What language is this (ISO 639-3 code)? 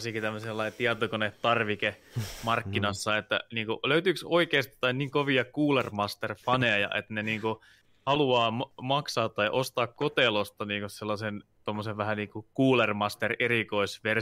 fin